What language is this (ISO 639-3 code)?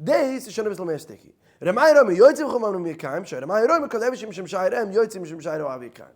yid